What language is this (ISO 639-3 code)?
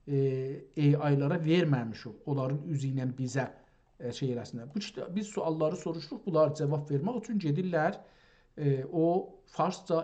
azb